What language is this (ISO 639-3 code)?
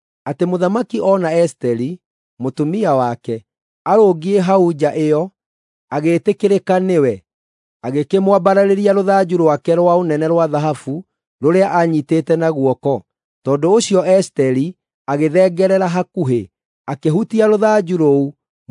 kik